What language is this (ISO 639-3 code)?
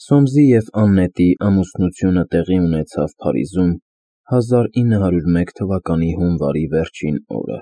hye